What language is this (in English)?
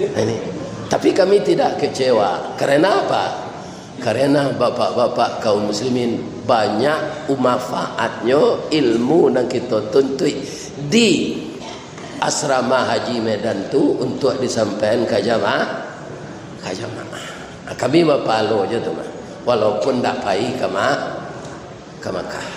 Minangkabau